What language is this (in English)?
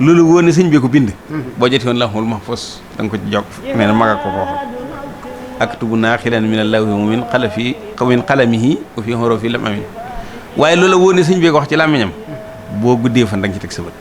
Wolof